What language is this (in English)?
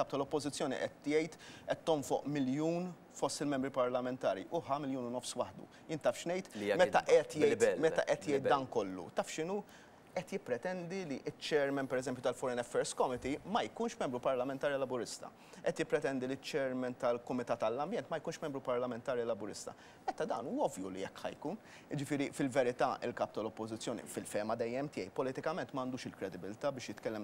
Maltese